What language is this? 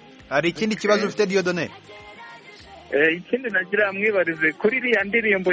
Kinyarwanda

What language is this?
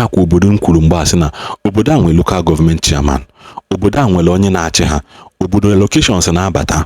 Igbo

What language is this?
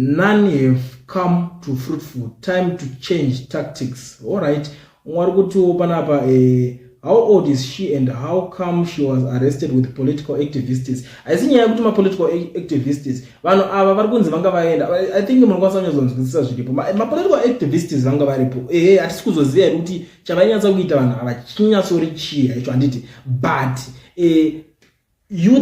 Shona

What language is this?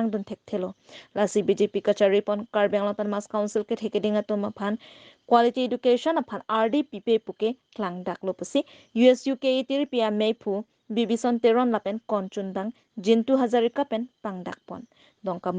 Karbi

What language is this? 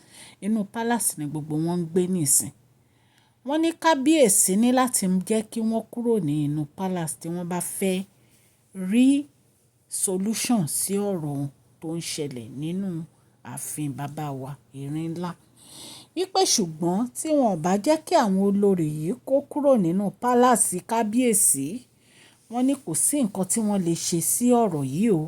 Yoruba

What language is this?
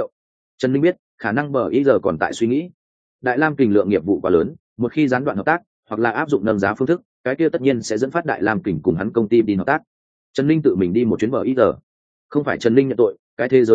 Vietnamese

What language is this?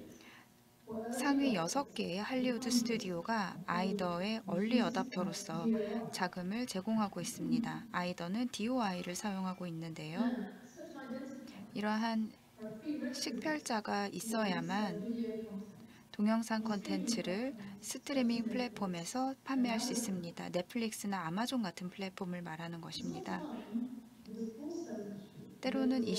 Korean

